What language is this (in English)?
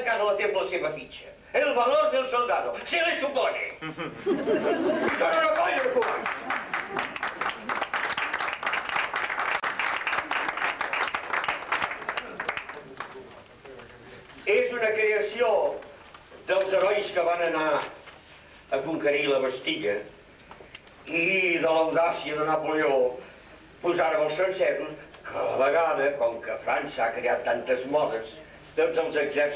Catalan